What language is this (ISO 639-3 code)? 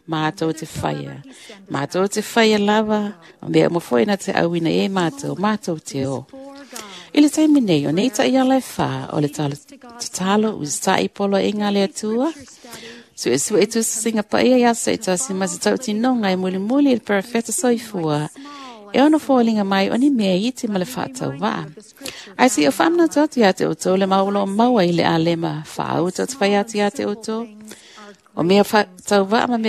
smo